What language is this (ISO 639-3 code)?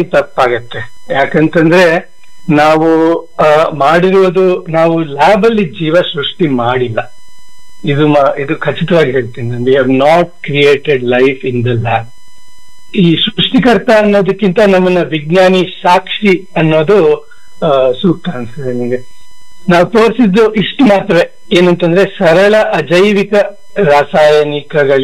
kan